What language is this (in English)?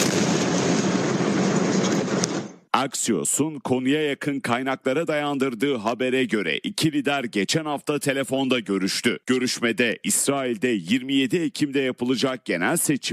Turkish